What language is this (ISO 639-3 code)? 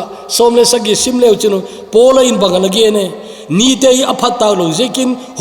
tcz